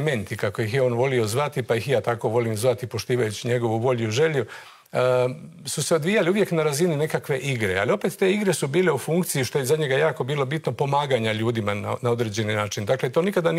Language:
Croatian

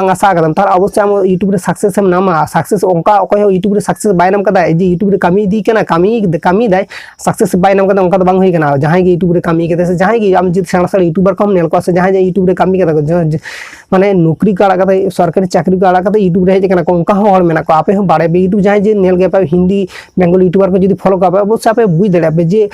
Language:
Santali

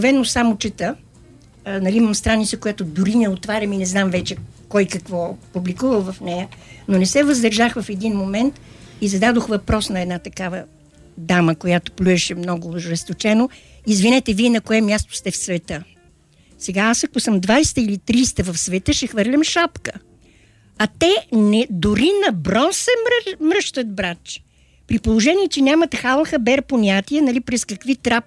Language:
Bulgarian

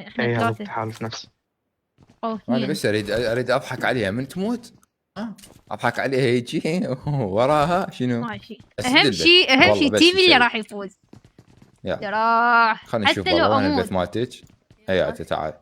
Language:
Mesopotamian Arabic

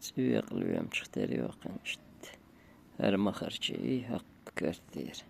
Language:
Chechen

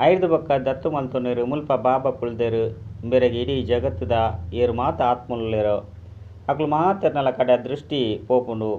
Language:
Tulu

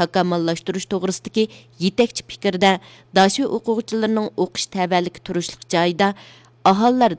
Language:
Uyghur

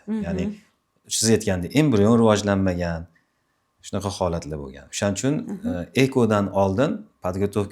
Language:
Uzbek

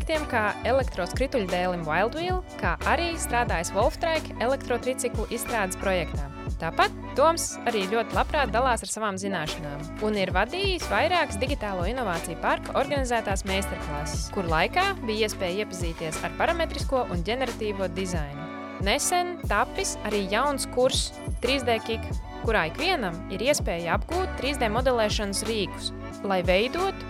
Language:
Latvian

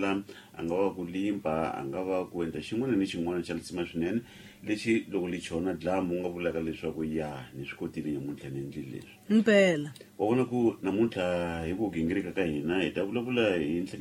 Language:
Tsonga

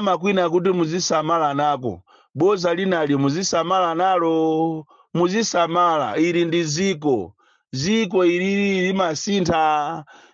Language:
Nyanja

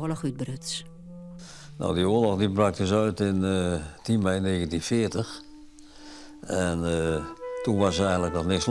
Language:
Western Frisian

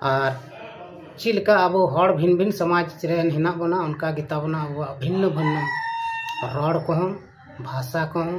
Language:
Santali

